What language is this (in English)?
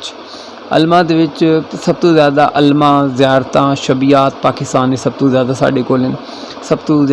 Saraiki